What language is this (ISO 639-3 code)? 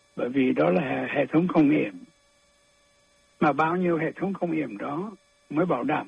vie